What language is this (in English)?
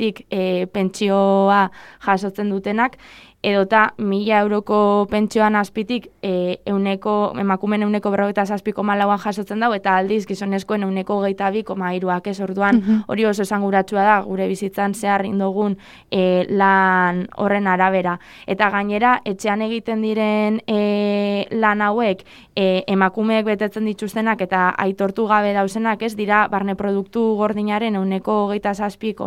Basque